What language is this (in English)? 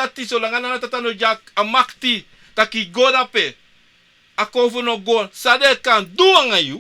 Sranan Tongo